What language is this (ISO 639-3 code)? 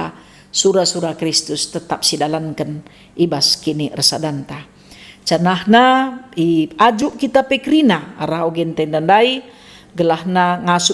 btx